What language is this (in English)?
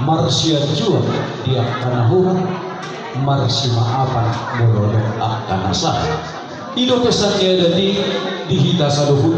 Batak Toba